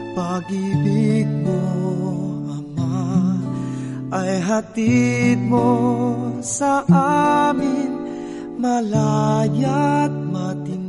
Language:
Filipino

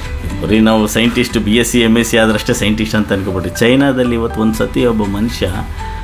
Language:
Kannada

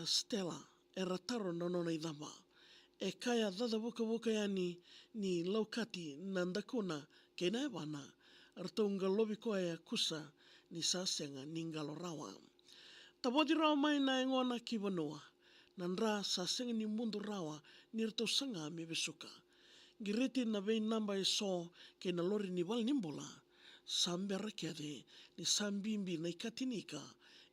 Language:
Fijian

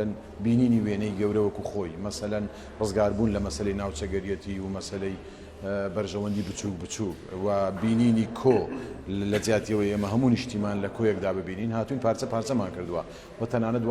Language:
Central Kurdish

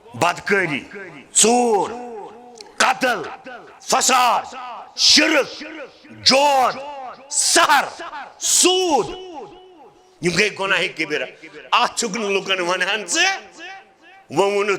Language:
Kashmiri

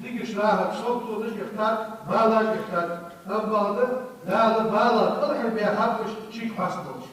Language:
Ingush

